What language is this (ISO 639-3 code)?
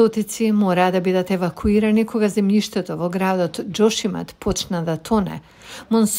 mkd